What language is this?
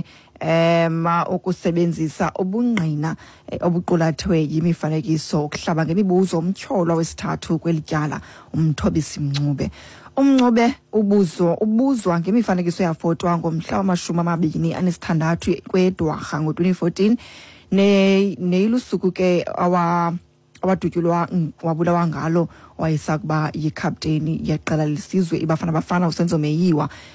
Xhosa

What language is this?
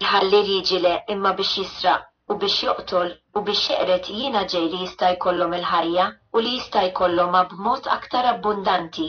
Maltese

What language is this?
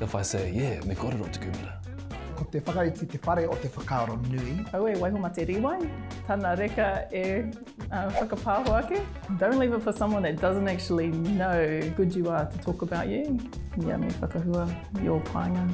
Māori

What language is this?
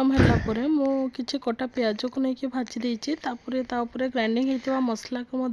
Odia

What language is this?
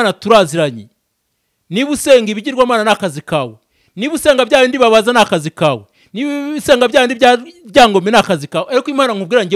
Kinyarwanda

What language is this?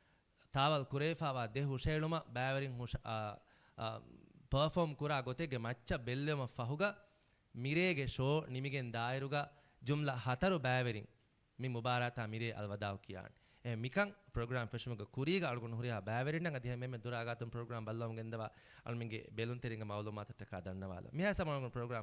Divehi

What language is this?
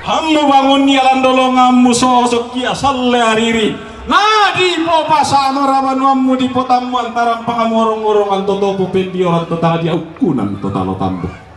Toraja-Sa'dan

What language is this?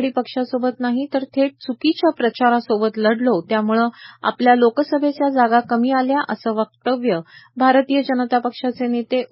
Marathi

